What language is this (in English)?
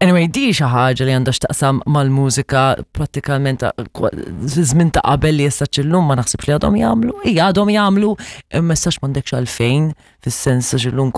Maltese